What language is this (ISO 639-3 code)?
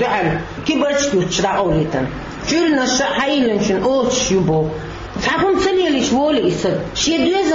che